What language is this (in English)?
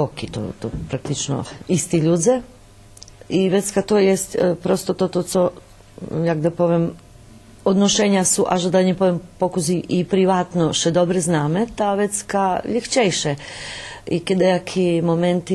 Rusyn